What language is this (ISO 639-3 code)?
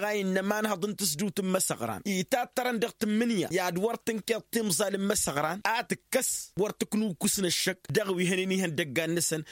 taq